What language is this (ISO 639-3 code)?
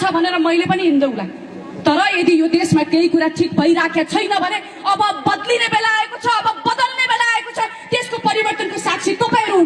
nep